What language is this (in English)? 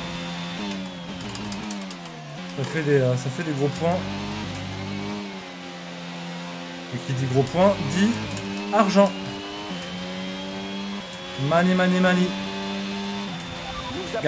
French